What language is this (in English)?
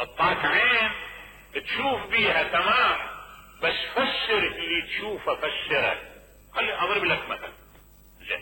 Mesopotamian Arabic